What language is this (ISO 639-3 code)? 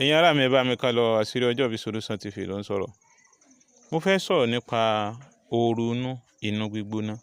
yor